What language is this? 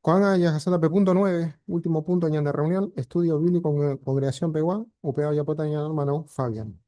Guarani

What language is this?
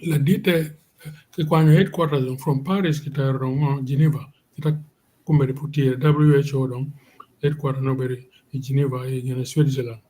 Acoli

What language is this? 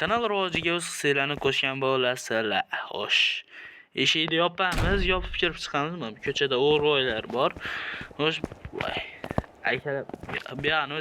Uzbek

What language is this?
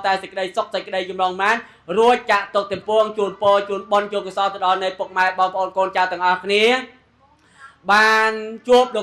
Khmer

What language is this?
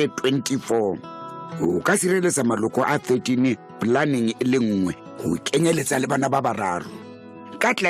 Southern Sotho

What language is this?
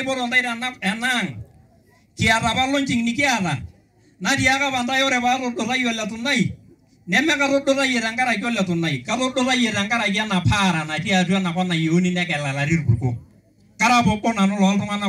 Masai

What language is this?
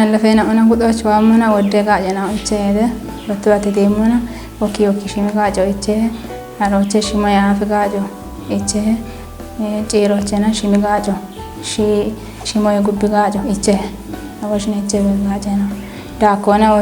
Kafa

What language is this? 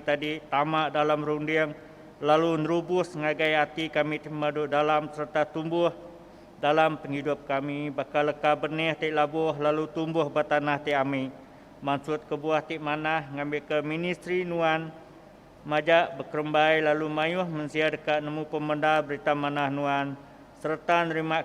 Iban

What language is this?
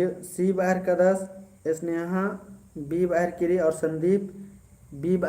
Kurukh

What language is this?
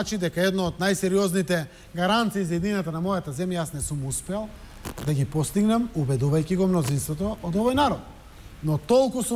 Macedonian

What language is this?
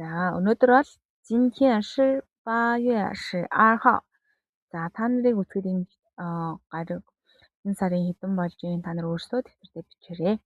Mongolian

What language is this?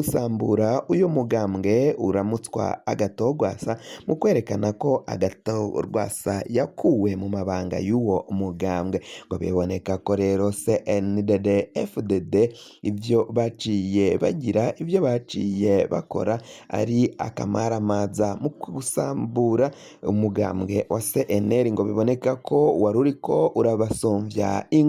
Rundi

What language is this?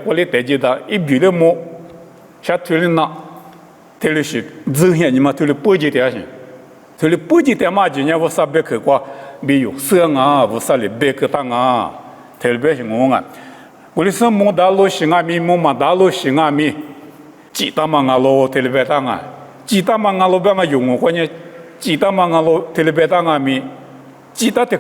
Lisu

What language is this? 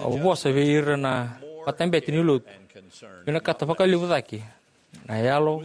Fijian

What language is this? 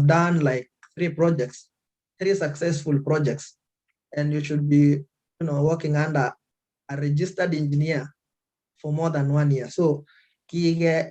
Kalenjin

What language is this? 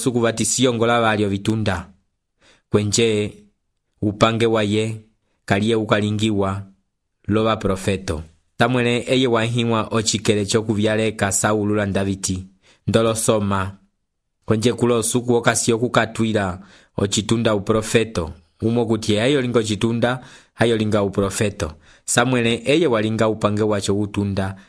Umbundu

